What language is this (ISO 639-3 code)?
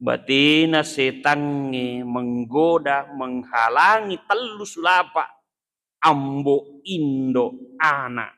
bug